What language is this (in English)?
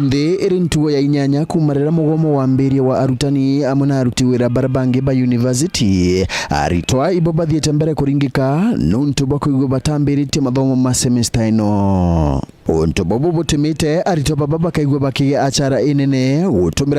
Meru